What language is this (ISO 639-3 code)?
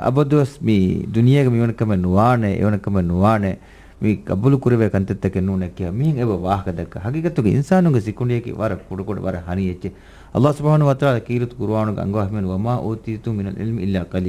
div